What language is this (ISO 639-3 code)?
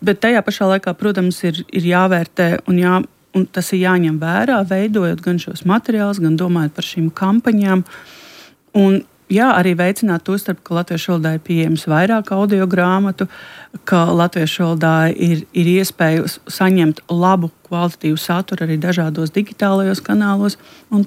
lav